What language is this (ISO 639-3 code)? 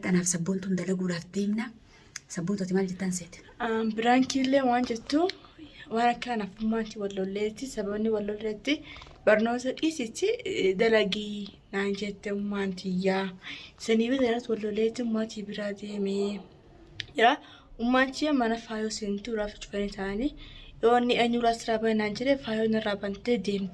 orm